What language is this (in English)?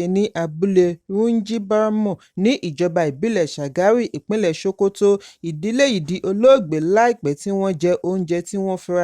Yoruba